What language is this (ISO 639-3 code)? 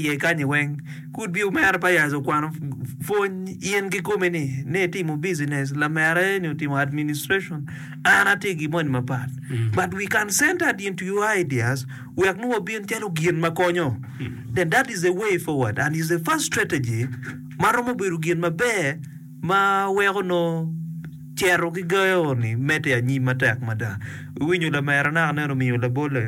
ach